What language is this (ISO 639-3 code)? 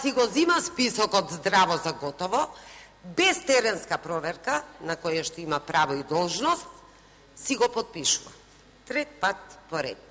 mkd